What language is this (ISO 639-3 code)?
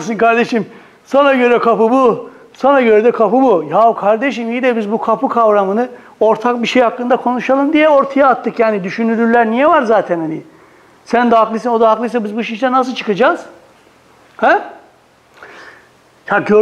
tur